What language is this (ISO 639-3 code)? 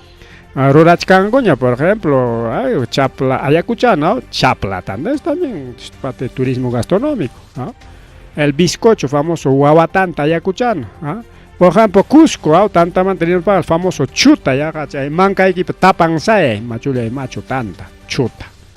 quy